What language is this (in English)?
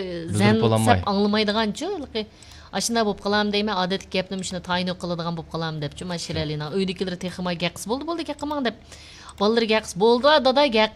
Uyghur